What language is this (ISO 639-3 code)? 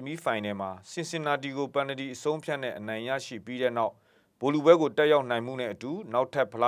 mya